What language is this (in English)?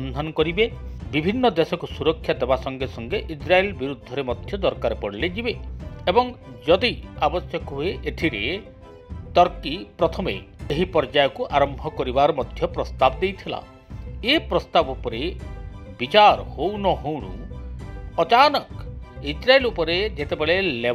Odia